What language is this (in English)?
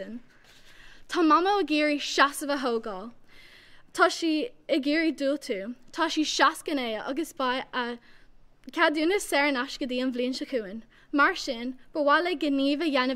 Irish